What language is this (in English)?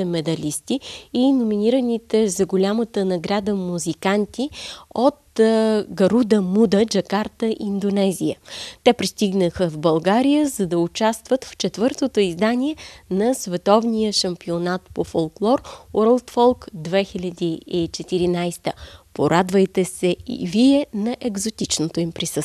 Bulgarian